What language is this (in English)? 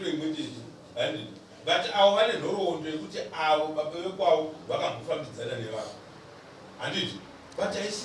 Shona